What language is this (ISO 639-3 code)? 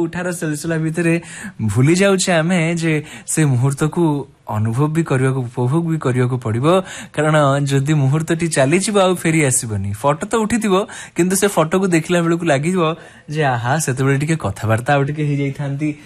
ori